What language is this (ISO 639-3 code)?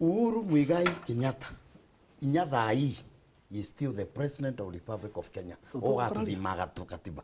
mer